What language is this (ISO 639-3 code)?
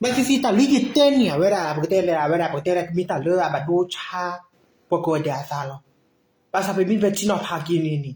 ksw